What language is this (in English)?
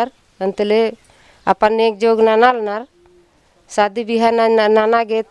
Kurukh